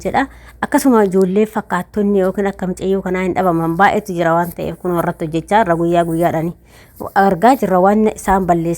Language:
Oromo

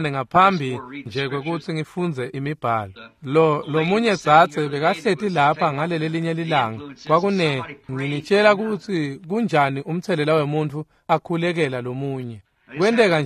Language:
Swati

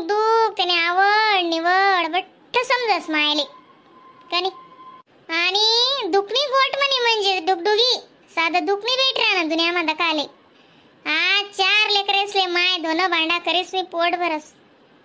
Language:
Khandesi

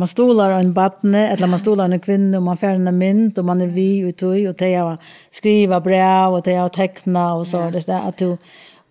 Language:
Faroese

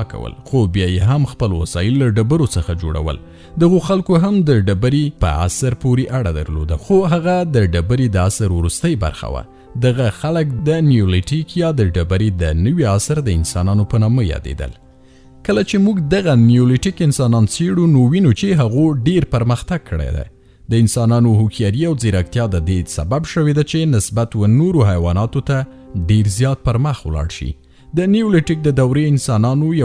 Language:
Pashto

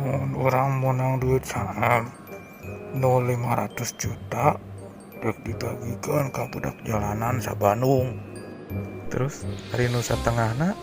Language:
Sundanese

